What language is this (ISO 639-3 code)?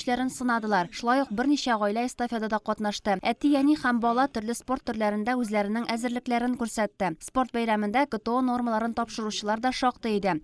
tat